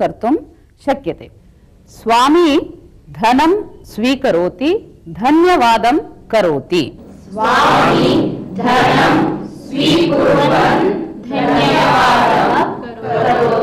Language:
Sanskrit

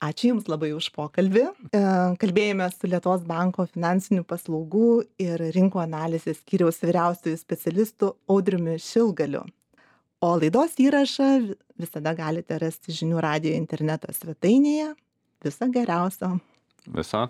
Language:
Lithuanian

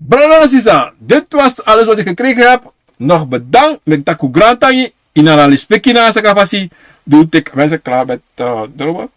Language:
Sranan Tongo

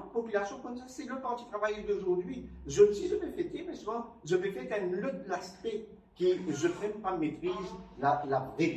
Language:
Morisyen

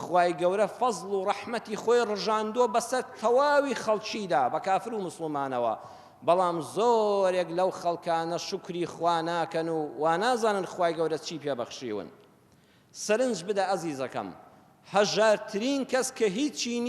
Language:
Central Kurdish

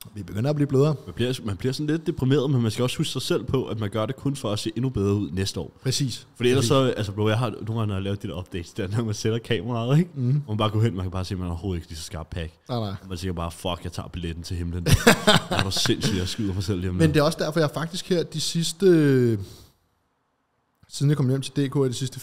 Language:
Danish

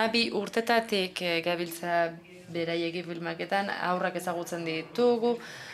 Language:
Basque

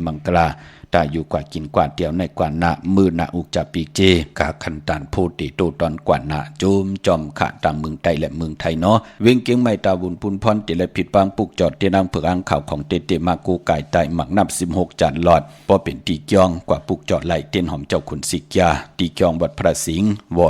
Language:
Shan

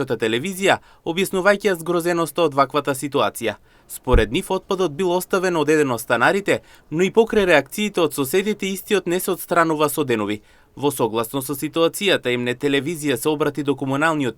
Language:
Macedonian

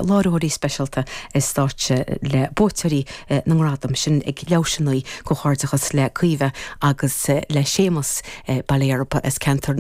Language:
Irish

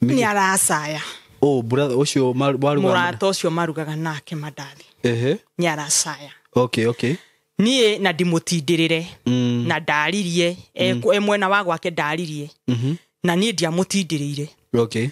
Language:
Kikuyu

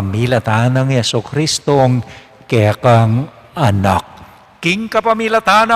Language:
Pampanga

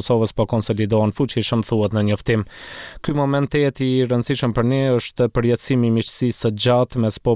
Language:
Albanian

